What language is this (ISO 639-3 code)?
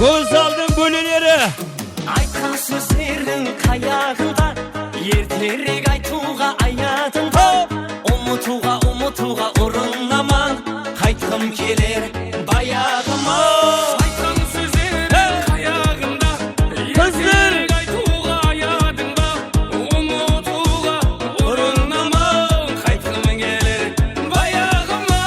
kaa